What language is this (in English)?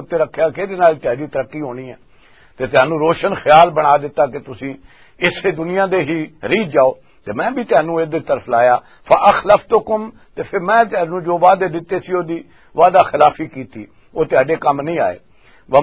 Western Panjabi